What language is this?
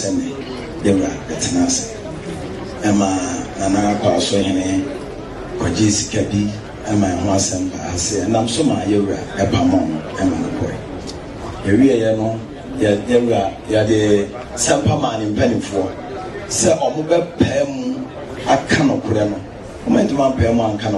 Akan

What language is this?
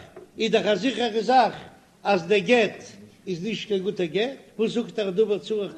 Yiddish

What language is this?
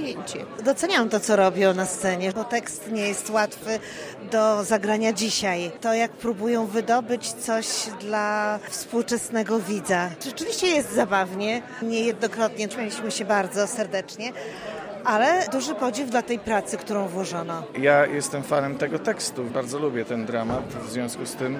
Polish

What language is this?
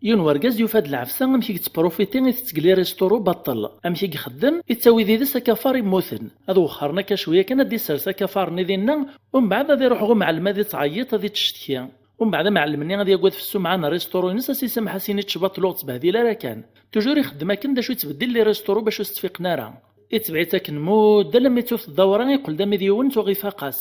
Kabyle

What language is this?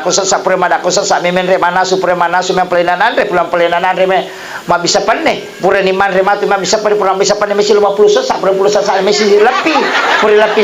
Buginese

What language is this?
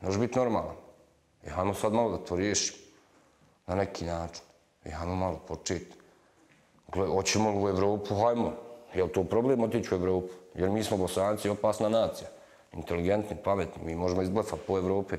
Bosnian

